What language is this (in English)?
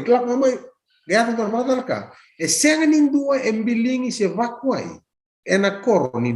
Fijian